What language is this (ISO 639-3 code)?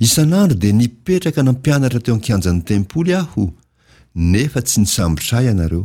mlg